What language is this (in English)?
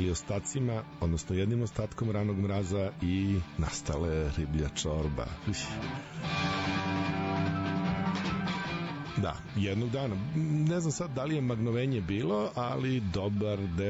Serbian